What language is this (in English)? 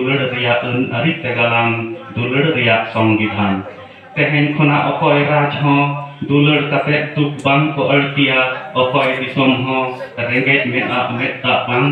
Santali